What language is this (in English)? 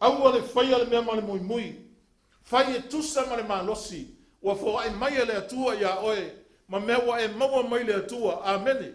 Samoan